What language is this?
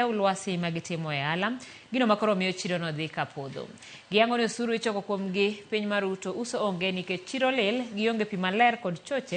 Luo (Kenya and Tanzania)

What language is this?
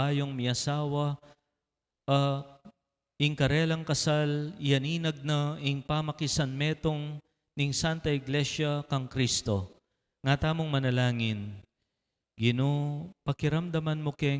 Pampanga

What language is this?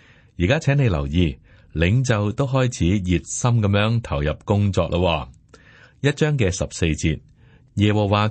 Cantonese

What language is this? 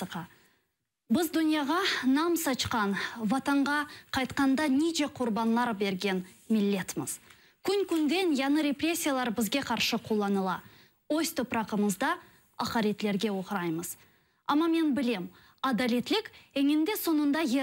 Crimean Tatar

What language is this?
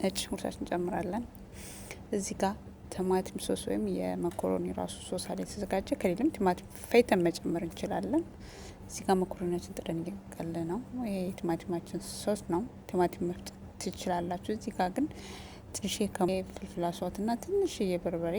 Amharic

